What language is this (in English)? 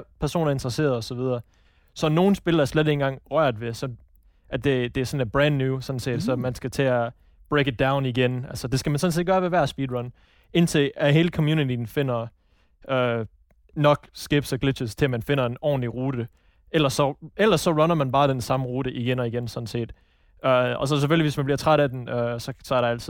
Danish